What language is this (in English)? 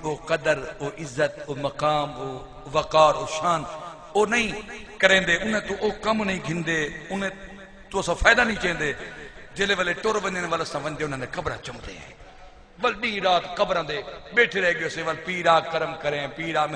Saraiki